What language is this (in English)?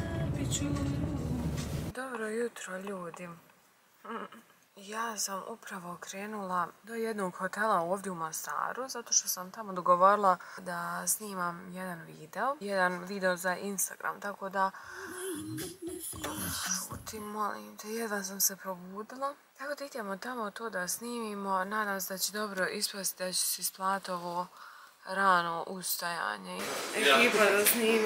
Bosnian